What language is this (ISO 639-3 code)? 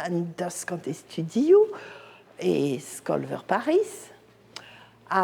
bre